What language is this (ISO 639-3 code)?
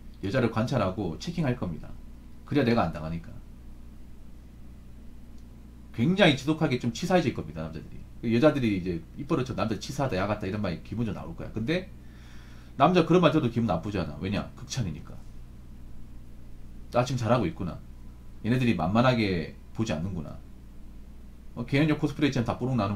kor